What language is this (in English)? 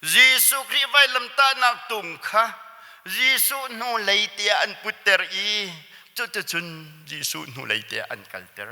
Hakha Chin